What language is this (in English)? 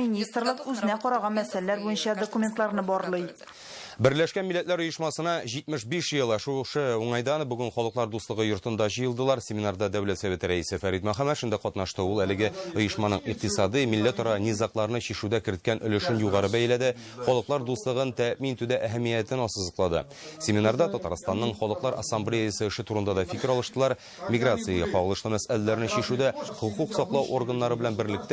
Tatar